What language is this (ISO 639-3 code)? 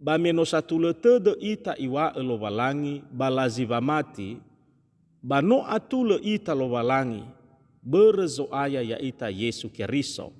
nia